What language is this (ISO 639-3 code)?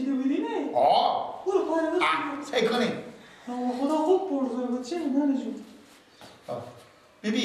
fas